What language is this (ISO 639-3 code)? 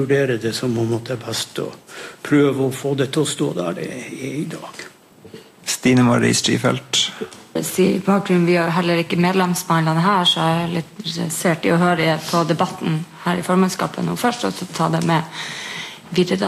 nor